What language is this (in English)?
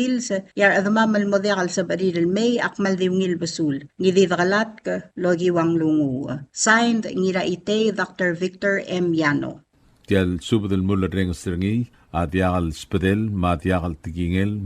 Palauan